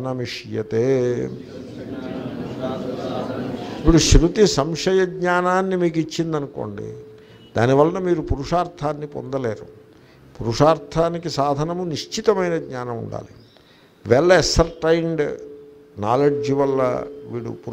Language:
Telugu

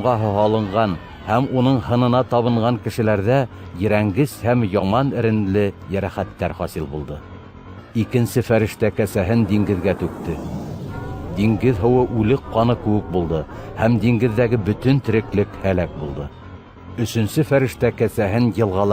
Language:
Bashkir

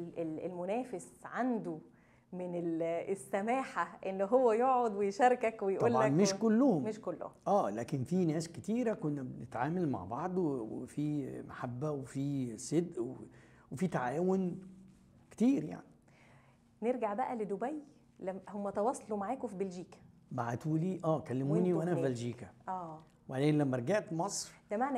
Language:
Egyptian Arabic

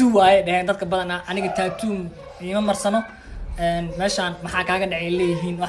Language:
Somali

